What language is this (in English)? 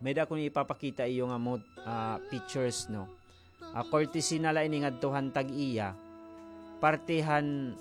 Waray